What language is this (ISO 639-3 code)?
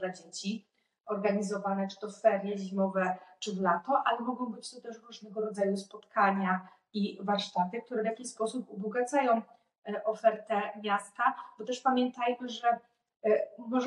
pol